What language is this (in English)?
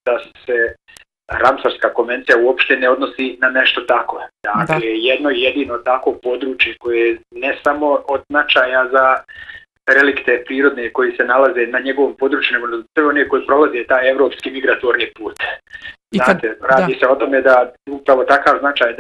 Bosnian